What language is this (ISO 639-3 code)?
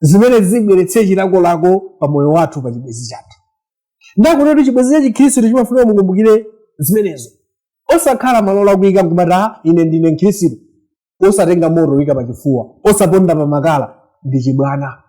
nya